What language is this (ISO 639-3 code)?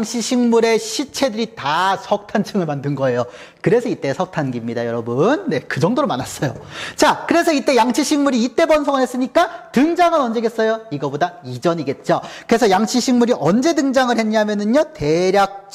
kor